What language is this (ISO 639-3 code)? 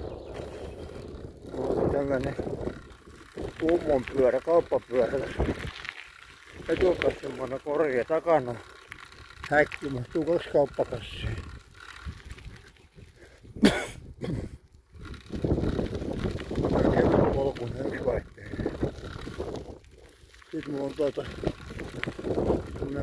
fin